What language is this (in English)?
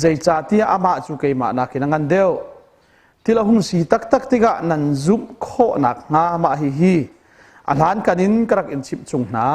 Hakha Chin